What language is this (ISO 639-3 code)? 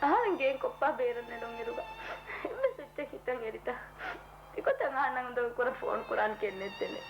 div